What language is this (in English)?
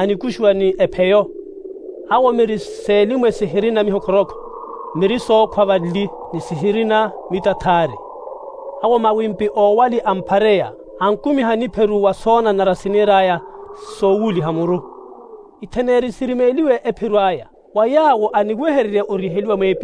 Makhuwa